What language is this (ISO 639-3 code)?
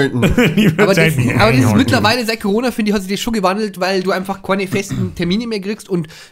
bar